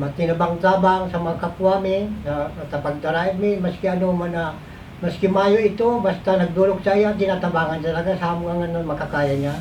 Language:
Bikol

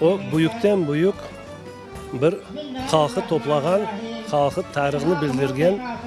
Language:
Crimean Tatar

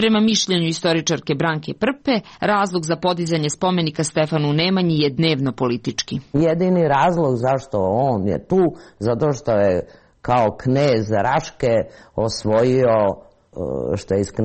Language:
Serbian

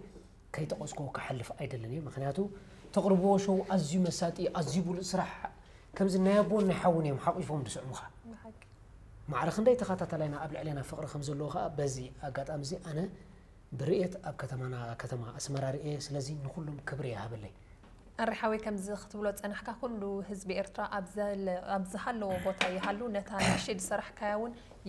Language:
Tigrinya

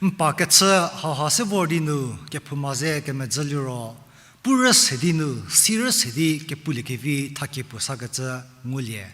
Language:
Angami Naga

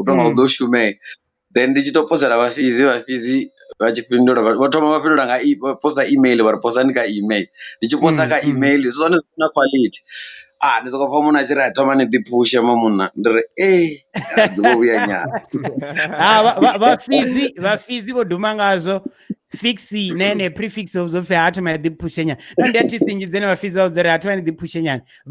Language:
Venda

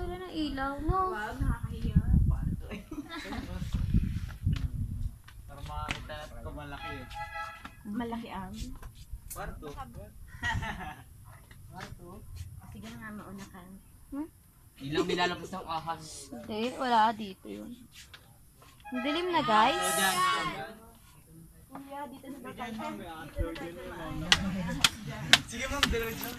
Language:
Filipino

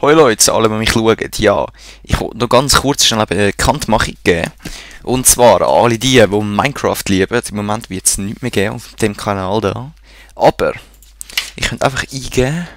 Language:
Swiss German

